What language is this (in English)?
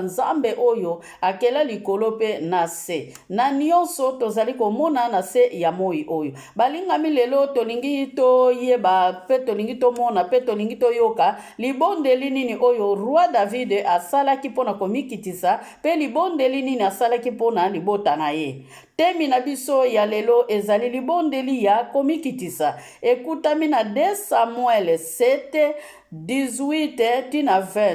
Lingala